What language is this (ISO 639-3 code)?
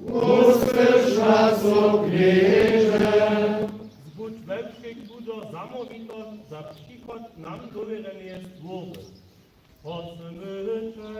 hsb